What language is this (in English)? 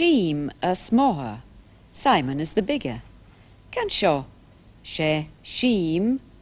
Scottish Gaelic